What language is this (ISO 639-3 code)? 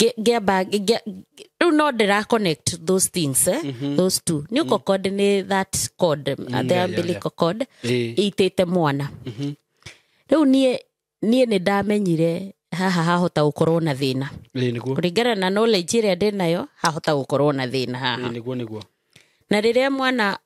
kik